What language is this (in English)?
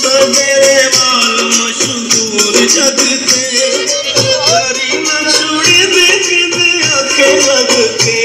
Saraiki